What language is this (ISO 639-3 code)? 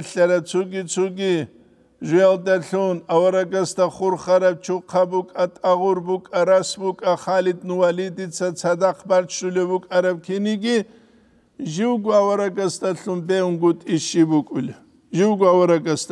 ava